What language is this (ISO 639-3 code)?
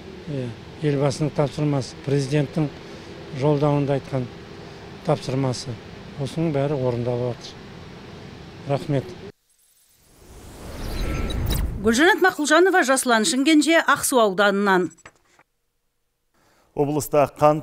kaz